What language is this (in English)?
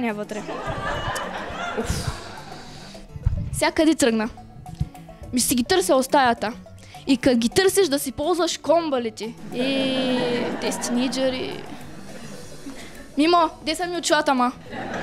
Bulgarian